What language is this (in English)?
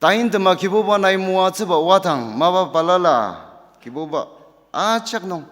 Ao Naga